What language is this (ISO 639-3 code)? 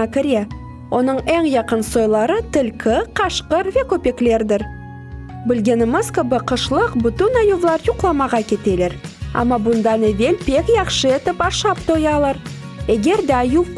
crh